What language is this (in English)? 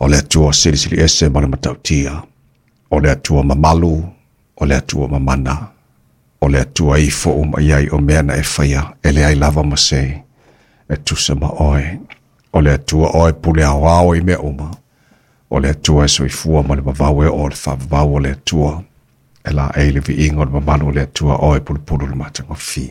Samoan